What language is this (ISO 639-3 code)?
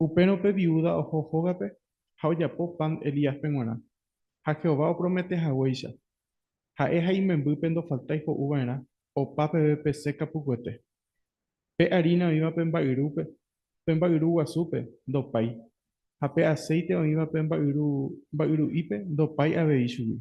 grn